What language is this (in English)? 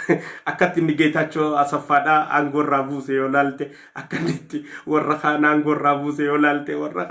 Oromo